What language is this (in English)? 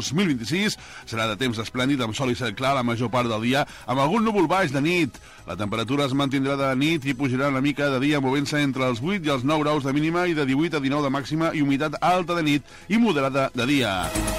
Catalan